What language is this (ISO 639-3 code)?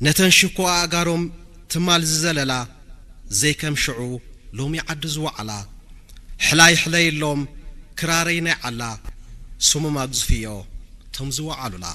tir